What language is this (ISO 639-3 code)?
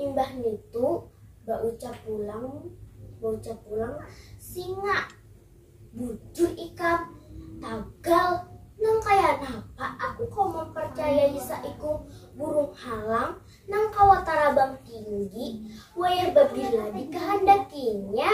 bjn